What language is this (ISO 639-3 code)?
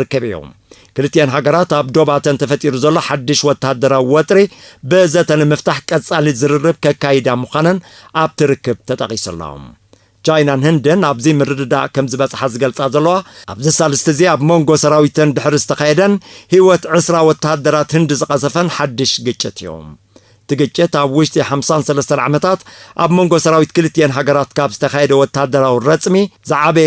tir